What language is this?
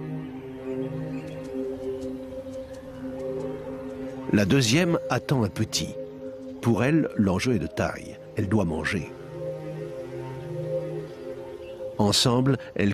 French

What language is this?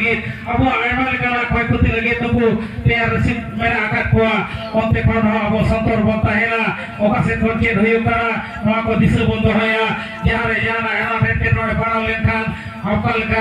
Santali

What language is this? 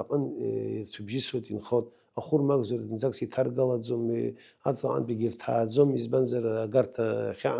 Abkhazian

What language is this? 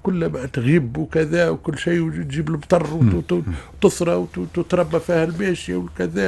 Tunisian Arabic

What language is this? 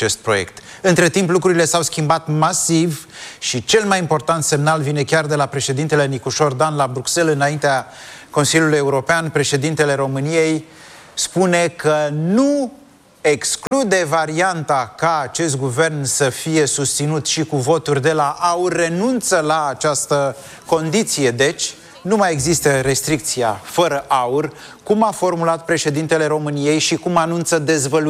Romanian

